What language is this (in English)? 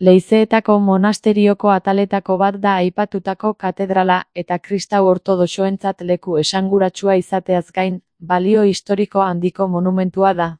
Basque